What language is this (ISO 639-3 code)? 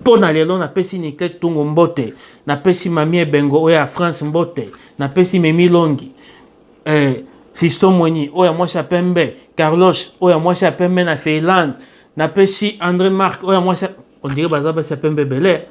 lin